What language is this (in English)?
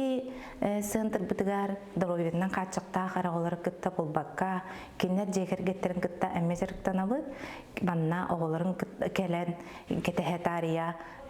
Yakut